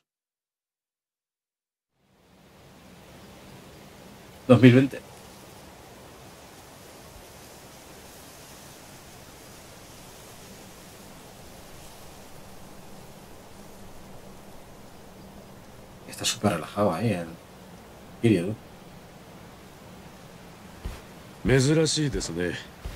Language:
Japanese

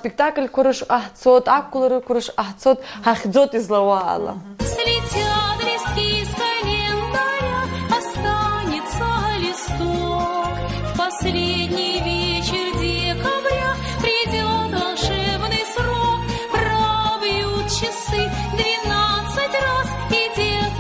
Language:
Abkhazian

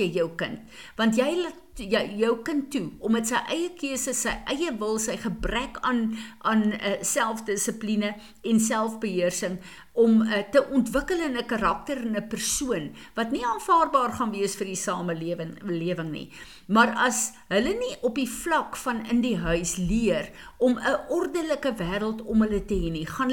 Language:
Afrikaans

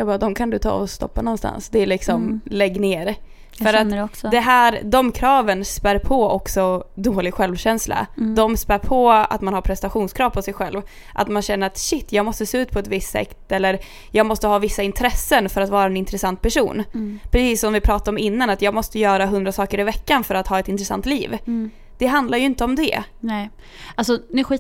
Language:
Swedish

